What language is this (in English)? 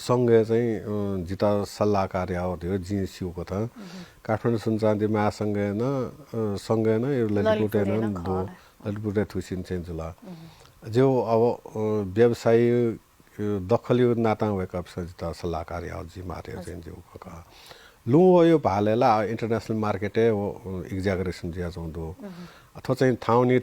Newari